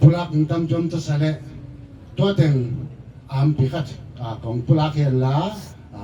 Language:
Tedim Chin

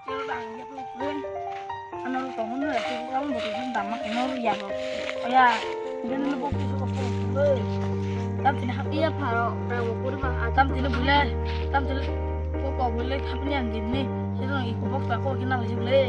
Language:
Kok Borok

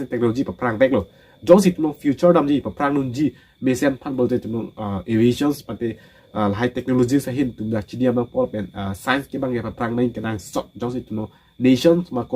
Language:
Karbi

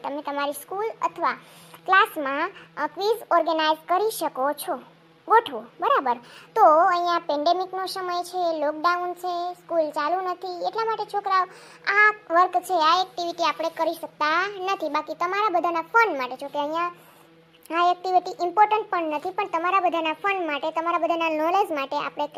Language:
Gujarati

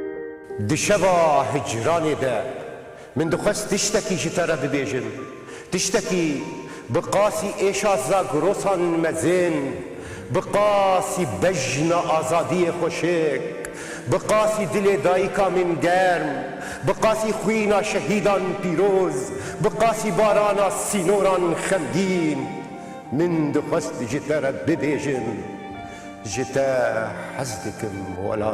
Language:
Kurdish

